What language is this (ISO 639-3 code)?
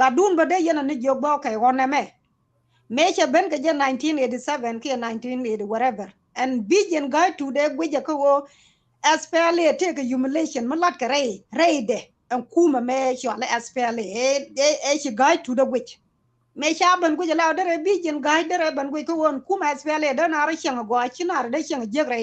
nus